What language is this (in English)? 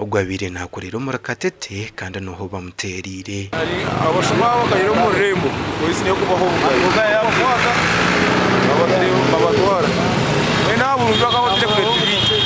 Nyankole